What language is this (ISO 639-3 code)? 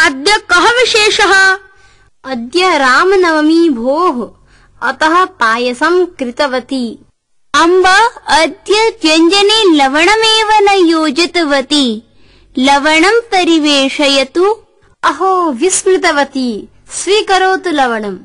san